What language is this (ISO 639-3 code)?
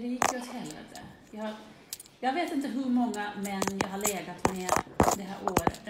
swe